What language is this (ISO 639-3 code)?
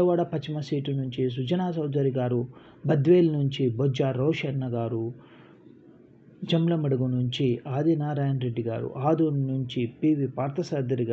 tel